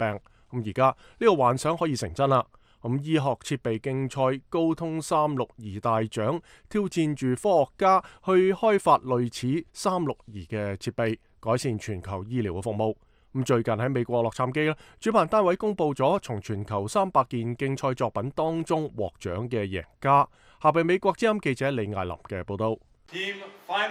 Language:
Cantonese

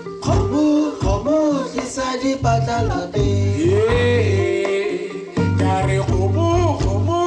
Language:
Tswana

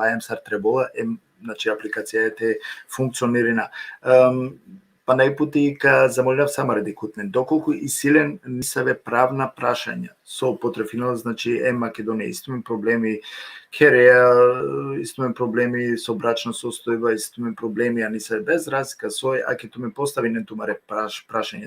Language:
Balkan Romani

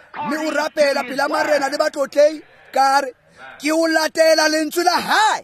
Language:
Tswana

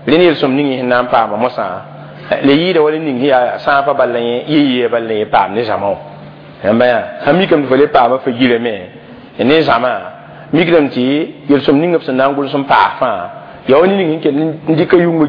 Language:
Mossi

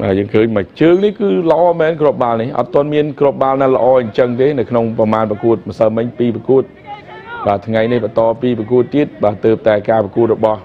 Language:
Khmer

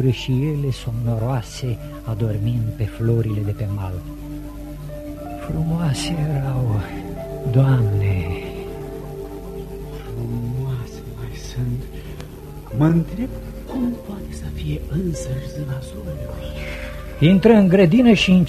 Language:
Romanian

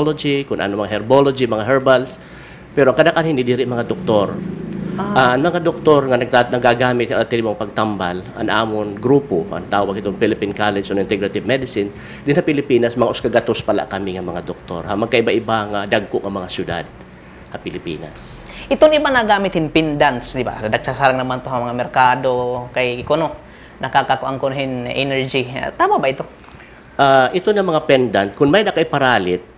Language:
Waray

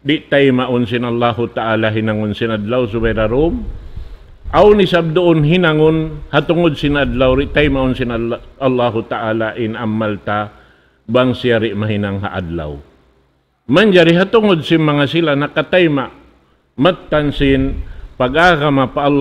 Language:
Tausug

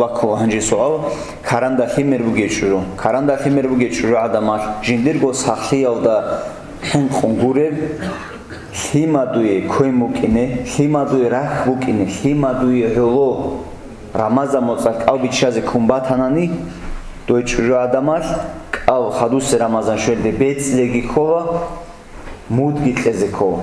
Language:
Avaric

